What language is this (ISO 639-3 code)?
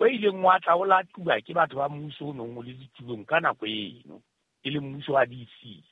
sot